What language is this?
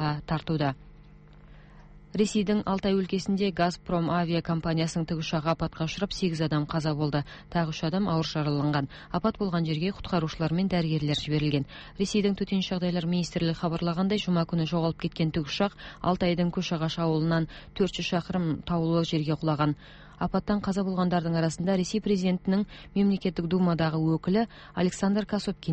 Kazakh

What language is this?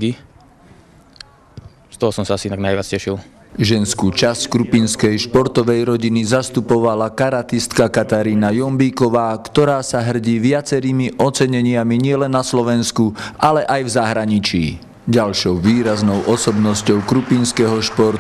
Slovak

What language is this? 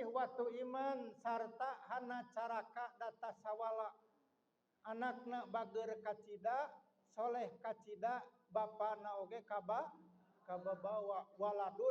Sundanese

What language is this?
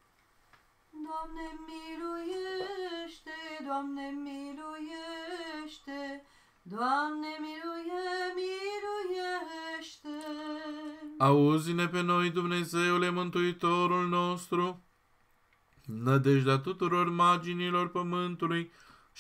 Romanian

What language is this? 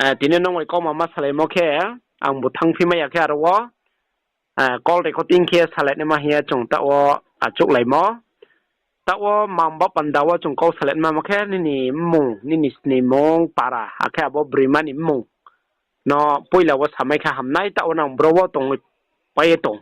Riang (India)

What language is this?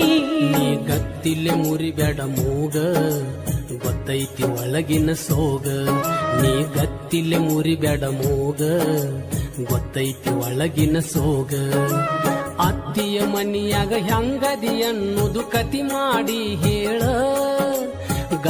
Kannada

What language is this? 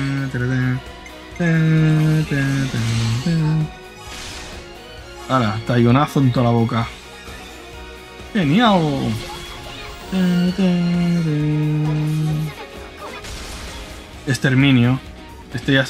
Spanish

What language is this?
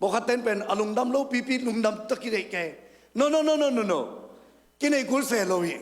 Tedim Chin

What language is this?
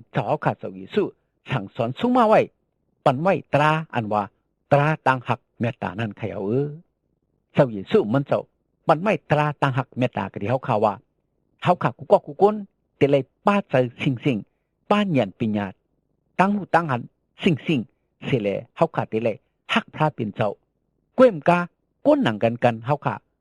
Shan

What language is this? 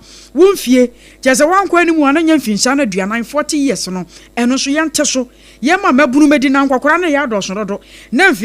Akan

